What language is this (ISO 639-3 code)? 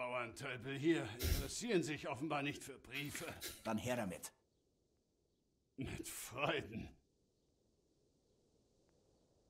deu